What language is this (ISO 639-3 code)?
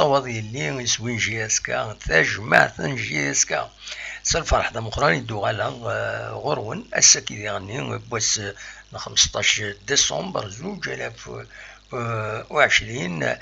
kab